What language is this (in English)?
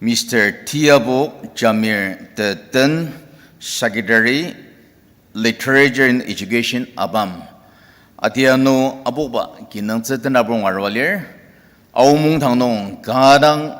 Ao Naga